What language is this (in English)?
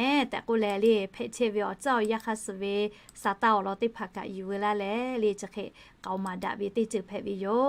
Lahu